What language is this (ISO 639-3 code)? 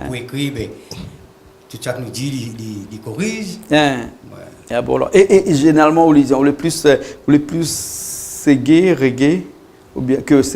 rcf